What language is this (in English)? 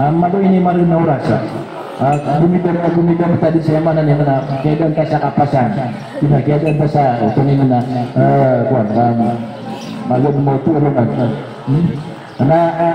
Maranao